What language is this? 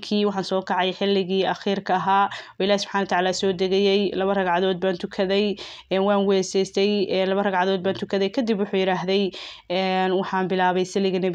Somali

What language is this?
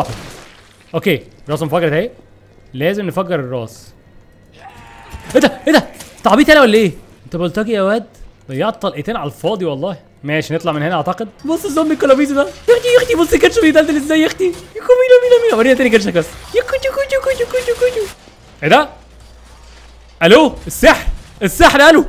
Egyptian Arabic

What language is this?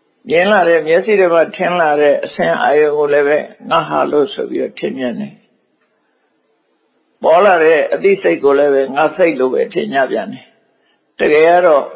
Burmese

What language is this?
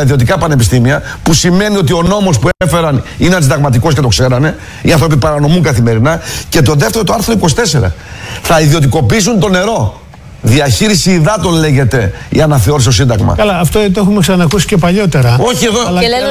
Greek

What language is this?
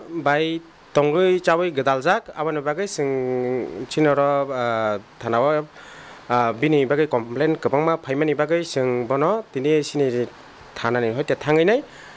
Kok Borok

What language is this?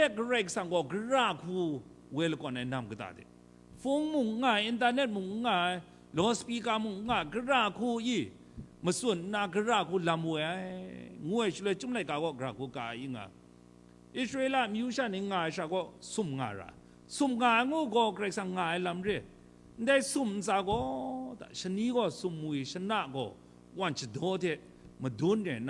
Kachin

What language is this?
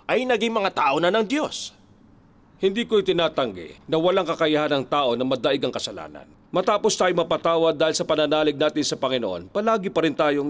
Filipino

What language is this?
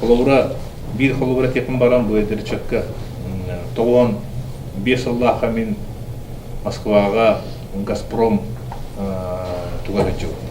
Yakut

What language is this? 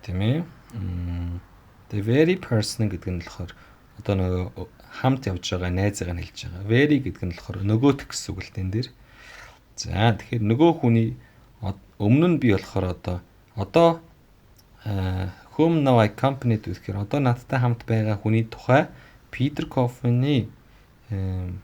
Mongolian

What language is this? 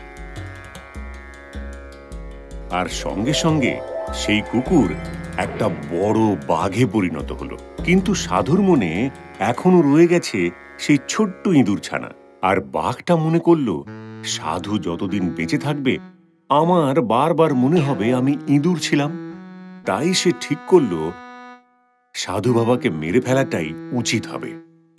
Bangla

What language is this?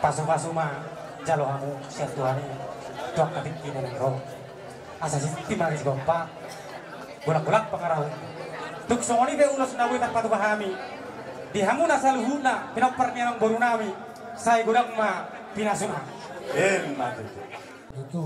Batak Toba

